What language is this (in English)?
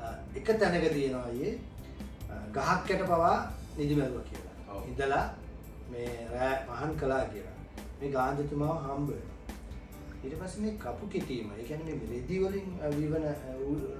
Sinhala